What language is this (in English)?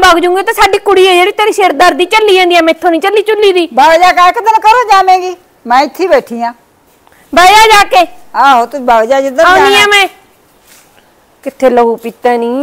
Punjabi